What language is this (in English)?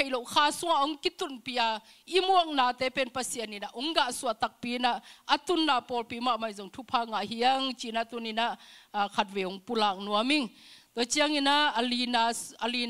Tedim Chin